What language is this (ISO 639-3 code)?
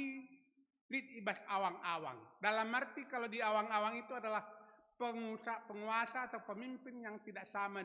btx